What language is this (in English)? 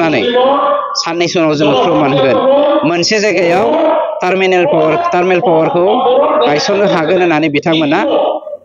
Bodo